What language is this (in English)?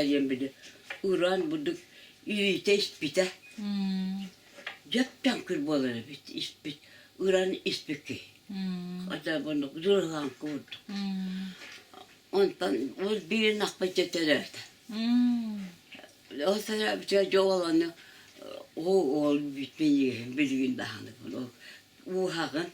Yakut